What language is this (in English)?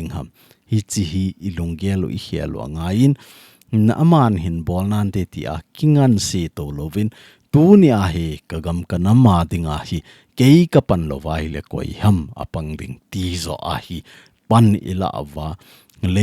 Thado Chin